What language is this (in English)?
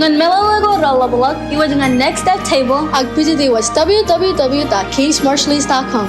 Marshallese